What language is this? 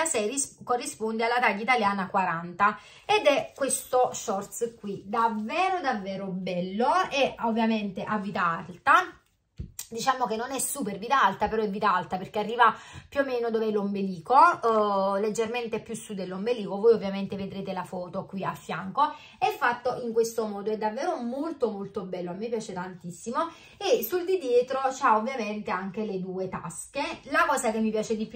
Italian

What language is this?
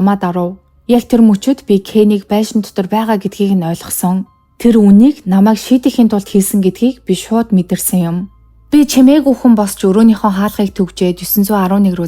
Mongolian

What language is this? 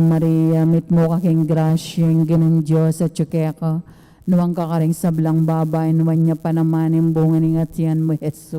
Pampanga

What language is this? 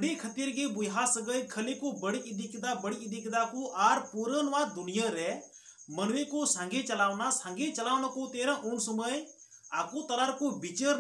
Santali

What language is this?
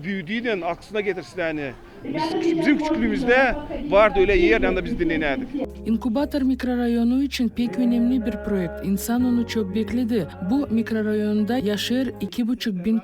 Gagauz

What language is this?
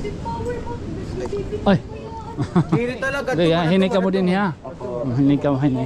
Waray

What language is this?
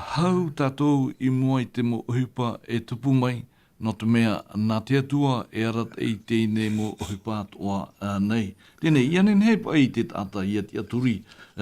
Tahitian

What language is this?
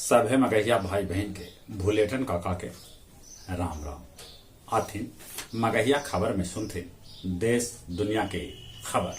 Magahi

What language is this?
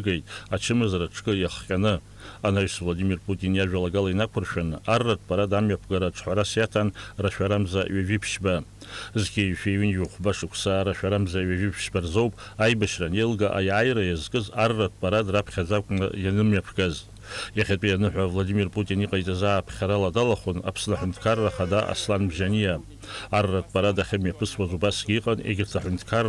Abkhazian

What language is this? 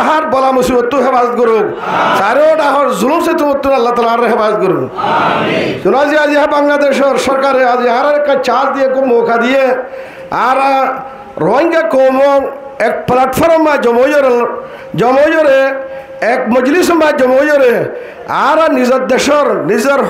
Rohingya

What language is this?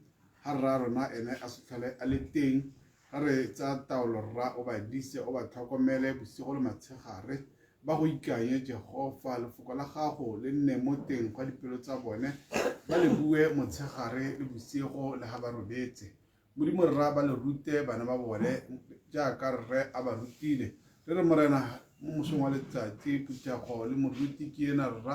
Tswana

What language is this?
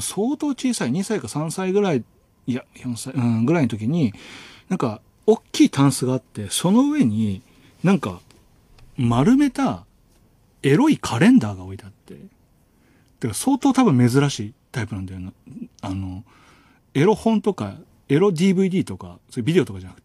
Japanese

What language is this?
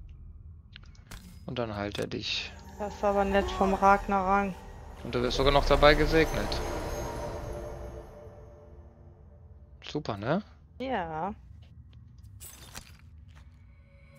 German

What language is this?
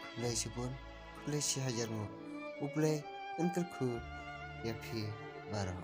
Khasi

